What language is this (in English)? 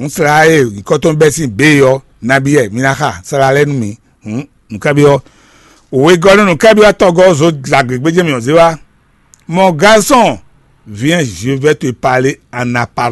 Fon